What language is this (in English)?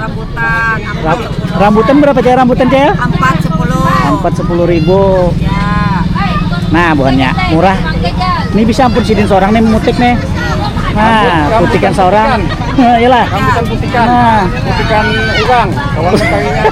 Banjar